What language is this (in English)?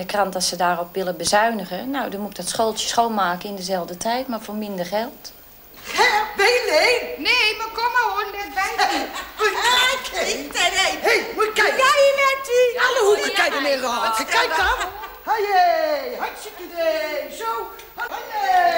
Dutch